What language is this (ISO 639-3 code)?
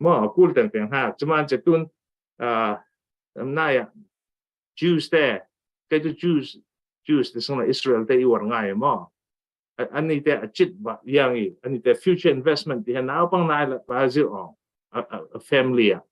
cfm